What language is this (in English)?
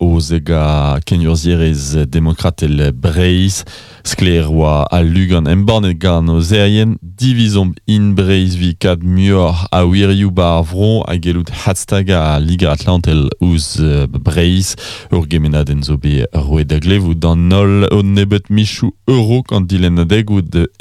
Breton